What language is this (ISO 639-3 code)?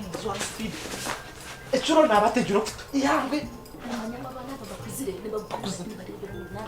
nyn